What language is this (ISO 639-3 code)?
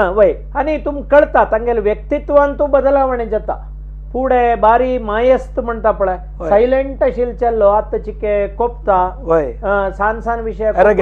kok